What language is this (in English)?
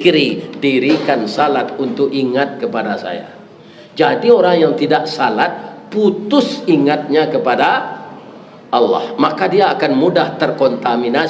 Minangkabau